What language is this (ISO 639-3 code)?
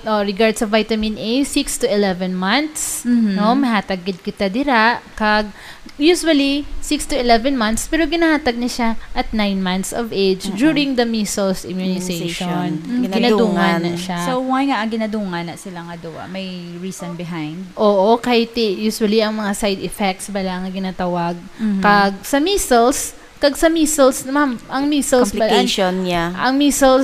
hil